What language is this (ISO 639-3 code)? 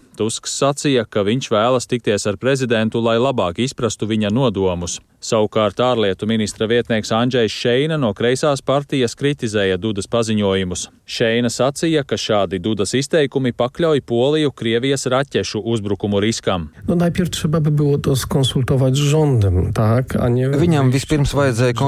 lav